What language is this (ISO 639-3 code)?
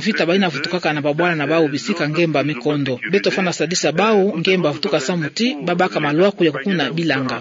ktu